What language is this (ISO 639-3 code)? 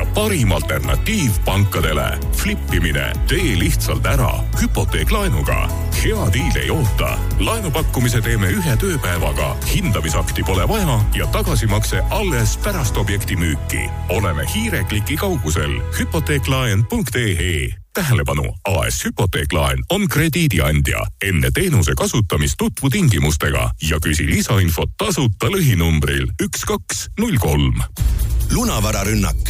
est